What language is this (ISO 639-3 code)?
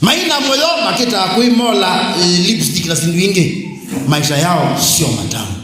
kam